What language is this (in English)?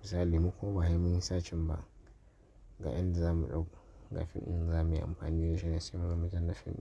Hausa